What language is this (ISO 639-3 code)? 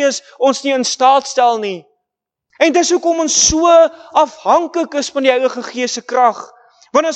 afr